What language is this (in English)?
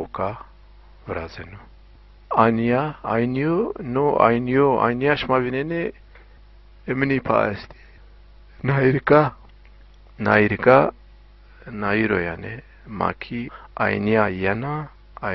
Zaza